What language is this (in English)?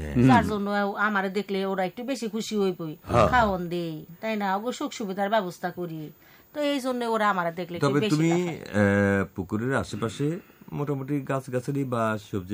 Bangla